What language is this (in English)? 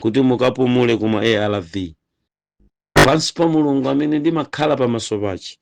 Nyanja